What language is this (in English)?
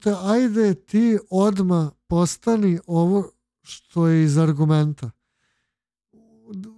Serbian